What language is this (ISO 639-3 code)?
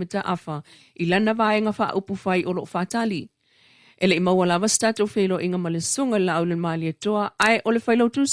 smo